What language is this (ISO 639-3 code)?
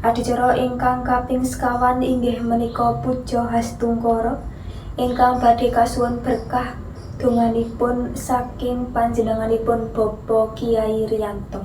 jav